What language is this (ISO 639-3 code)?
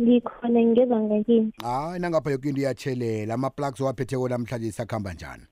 nbl